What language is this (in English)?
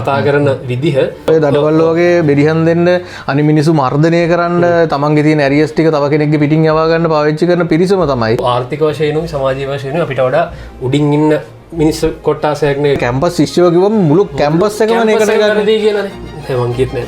Sinhala